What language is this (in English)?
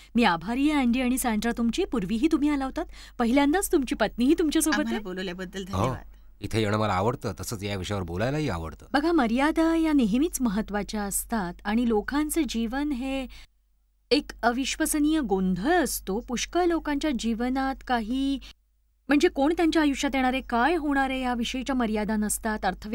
Marathi